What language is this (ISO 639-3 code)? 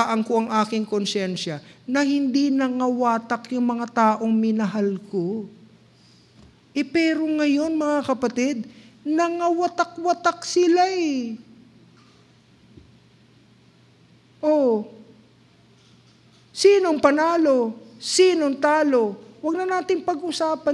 fil